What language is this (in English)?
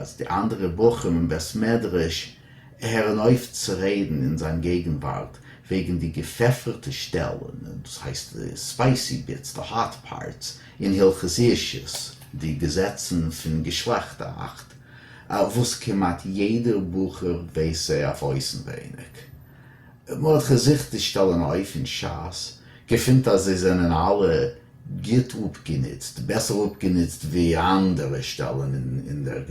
Yiddish